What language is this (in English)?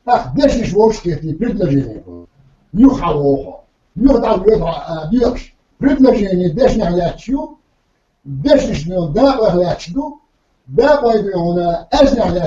Chechen